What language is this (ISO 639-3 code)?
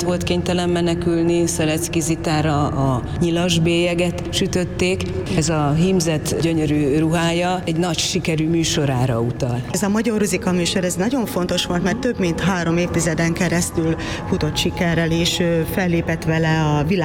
hun